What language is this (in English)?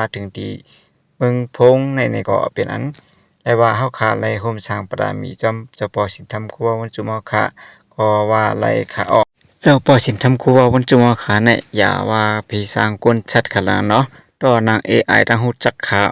Shan